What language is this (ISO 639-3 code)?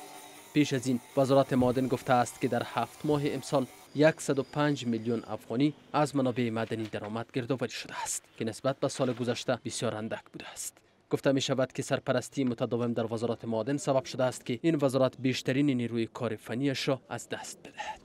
fas